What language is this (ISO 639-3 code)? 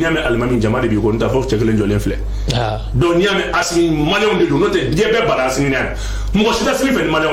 bam